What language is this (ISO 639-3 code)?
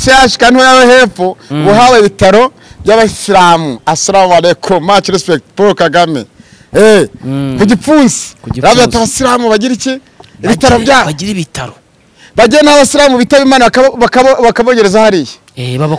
kin